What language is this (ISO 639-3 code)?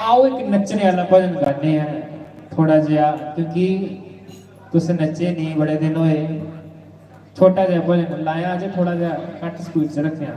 doi